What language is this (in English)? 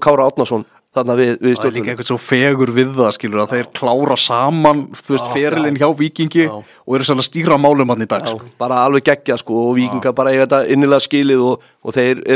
Icelandic